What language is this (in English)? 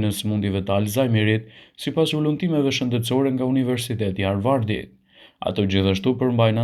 Albanian